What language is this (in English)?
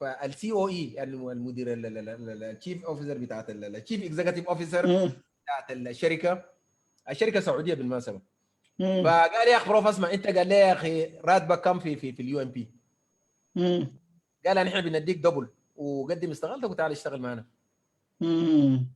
Sudanese Arabic